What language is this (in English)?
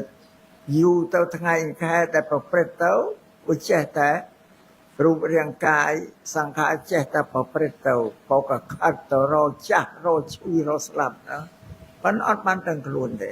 Khmer